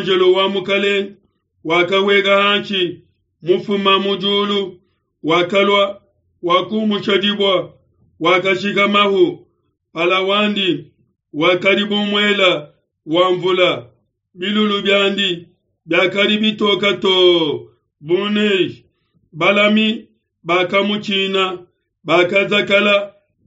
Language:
Luba-Lulua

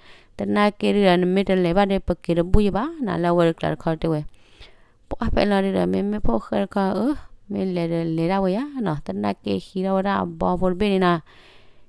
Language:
S'gaw Karen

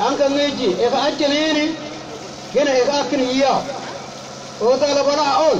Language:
Mabaan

